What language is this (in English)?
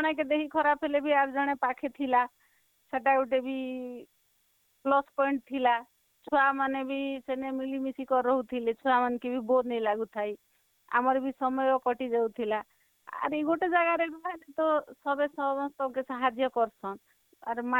Odia